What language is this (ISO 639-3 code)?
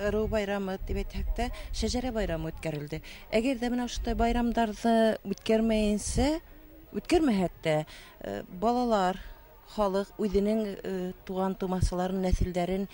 bak